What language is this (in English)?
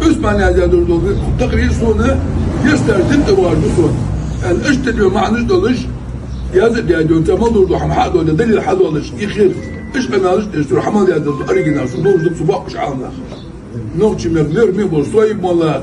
Chechen